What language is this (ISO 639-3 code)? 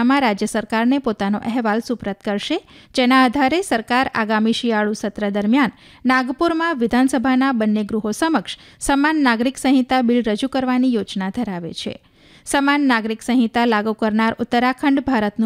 guj